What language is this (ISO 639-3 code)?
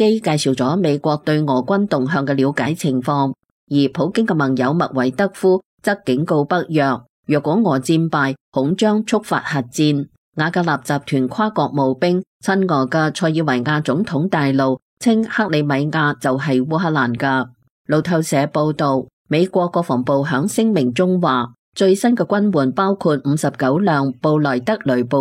yue